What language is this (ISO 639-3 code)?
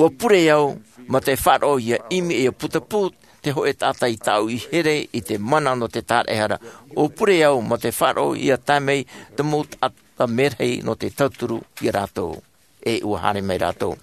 tah